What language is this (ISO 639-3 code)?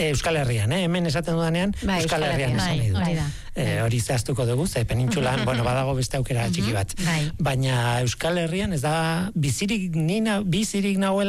eus